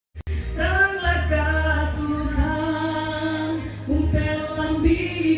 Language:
Toraja-Sa'dan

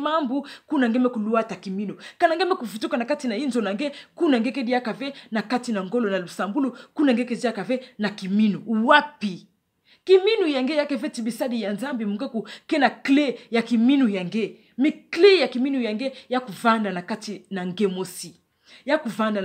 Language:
Kituba (Democratic Republic of Congo)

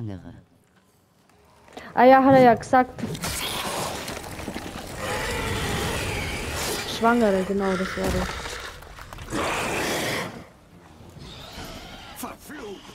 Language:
German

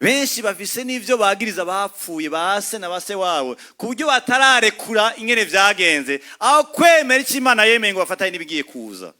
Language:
Rundi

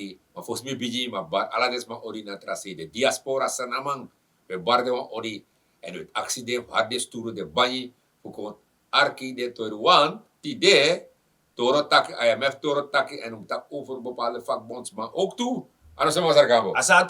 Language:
Sranan Tongo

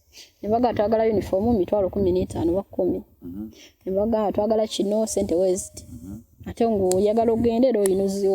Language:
Ganda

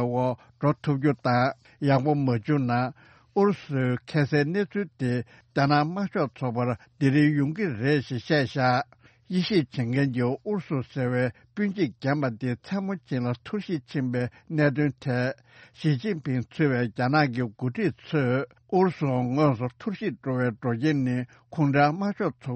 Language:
Tibetan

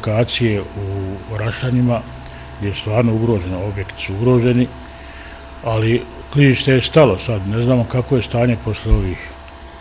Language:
Bosnian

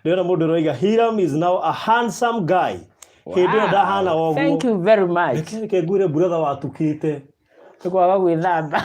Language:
Kikuyu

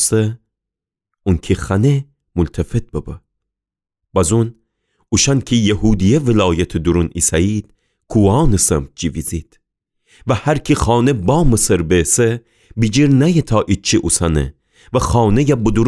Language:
Gilaki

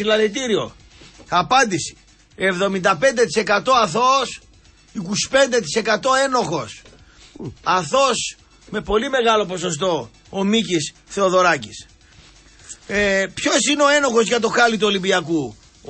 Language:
Greek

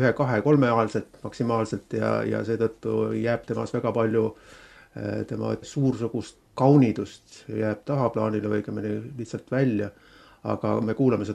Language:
Estonian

